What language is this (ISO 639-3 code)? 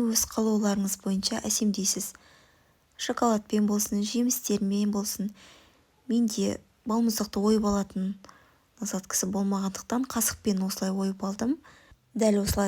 kaz